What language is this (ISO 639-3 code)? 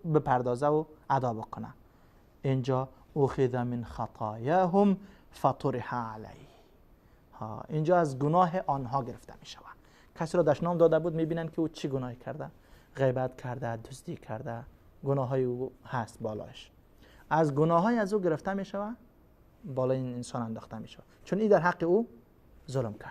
fas